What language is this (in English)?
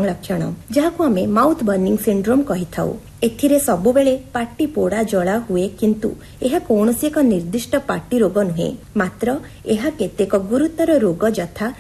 Odia